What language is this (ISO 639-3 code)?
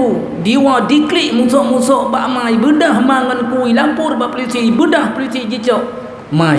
ace